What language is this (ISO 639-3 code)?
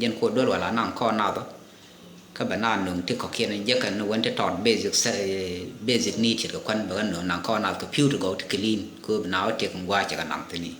nus